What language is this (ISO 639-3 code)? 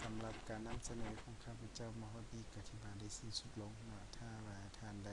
lao